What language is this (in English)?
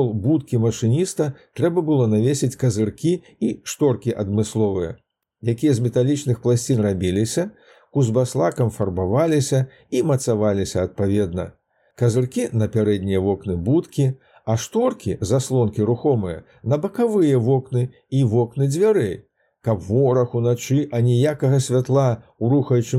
Belarusian